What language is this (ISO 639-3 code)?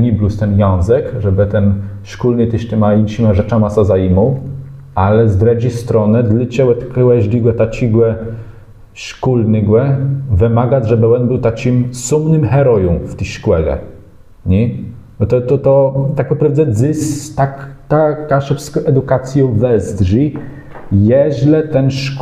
csb